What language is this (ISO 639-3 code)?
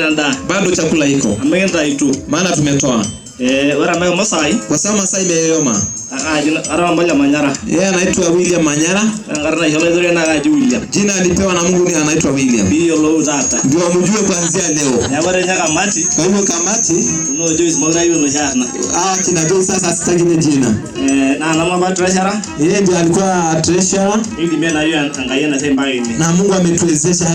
mas